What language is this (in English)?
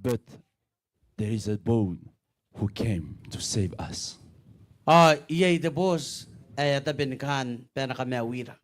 Gilbertese